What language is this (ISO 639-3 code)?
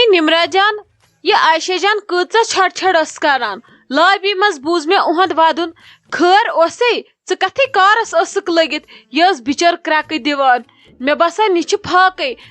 kas